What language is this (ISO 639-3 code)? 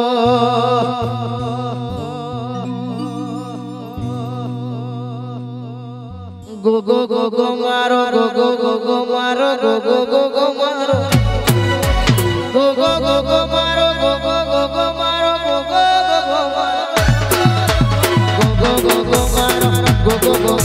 guj